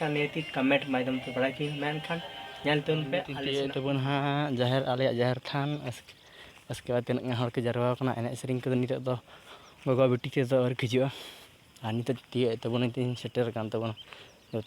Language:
Santali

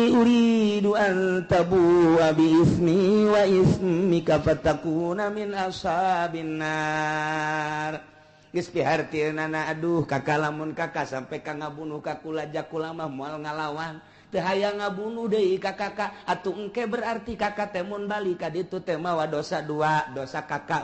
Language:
Sundanese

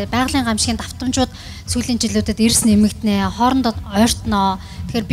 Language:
Mongolian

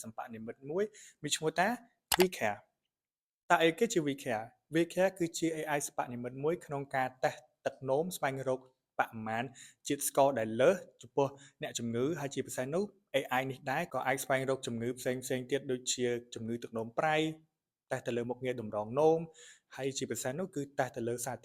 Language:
Khmer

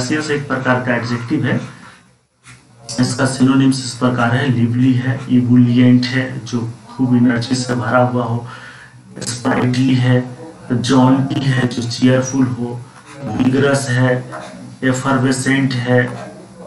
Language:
Hindi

